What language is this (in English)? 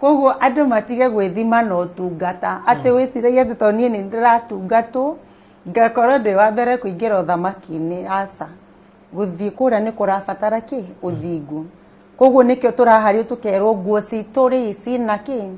Kikuyu